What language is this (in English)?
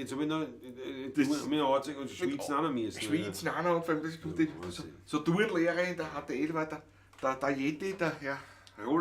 Bavarian